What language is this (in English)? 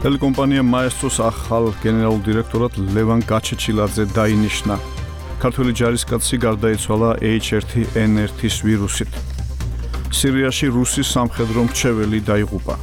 Georgian